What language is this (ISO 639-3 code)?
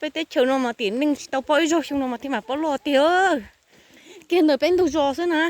hmn